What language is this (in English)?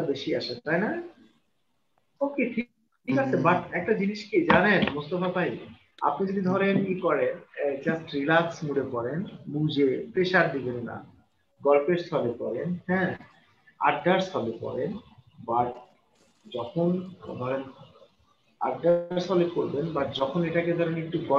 Bangla